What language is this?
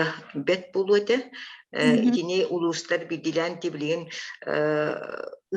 Yakut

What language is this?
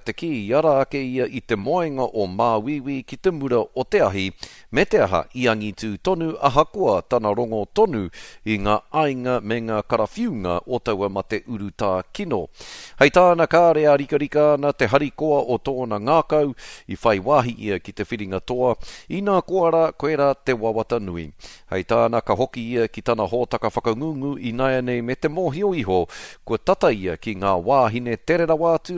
Māori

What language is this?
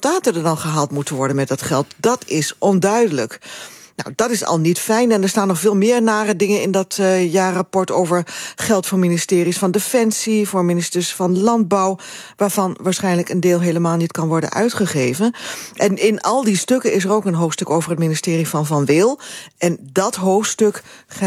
Dutch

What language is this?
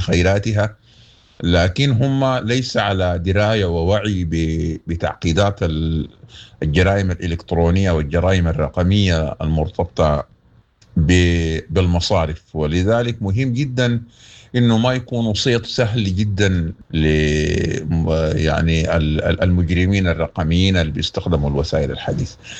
Sudanese Arabic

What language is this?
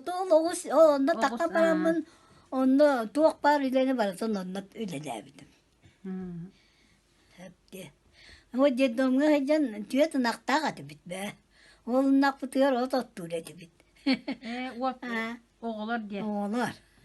Yakut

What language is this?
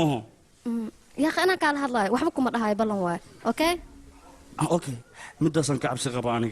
Somali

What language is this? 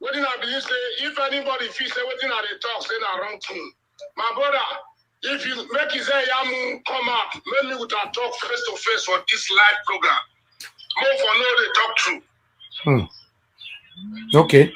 Nigerian Pidgin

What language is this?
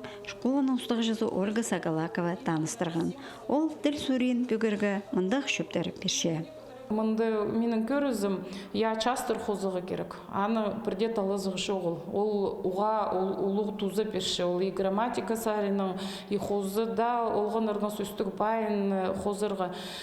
Khakas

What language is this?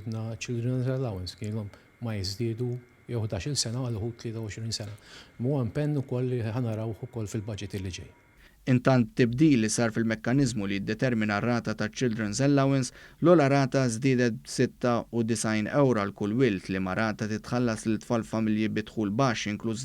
Maltese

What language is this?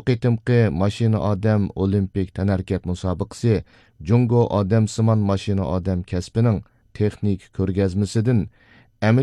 Uyghur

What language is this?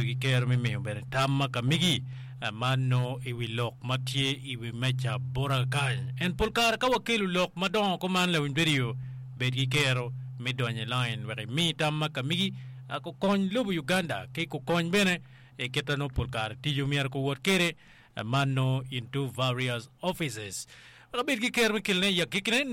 Acoli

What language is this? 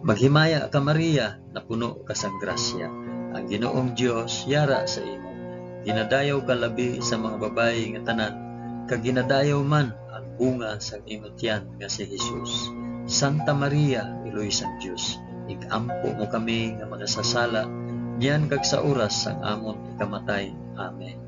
Hiligaynon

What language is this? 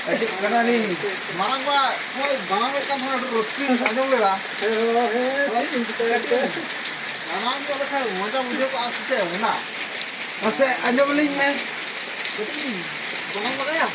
Santali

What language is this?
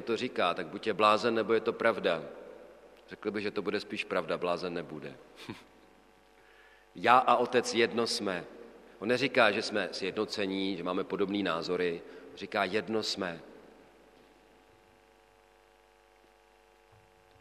Czech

